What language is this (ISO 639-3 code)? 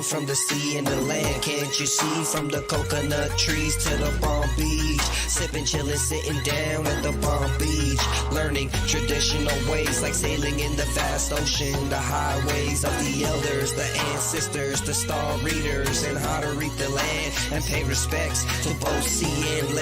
pon